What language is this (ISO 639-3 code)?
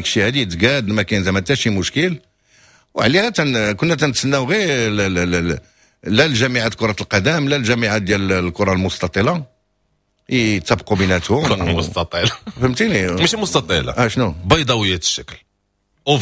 ary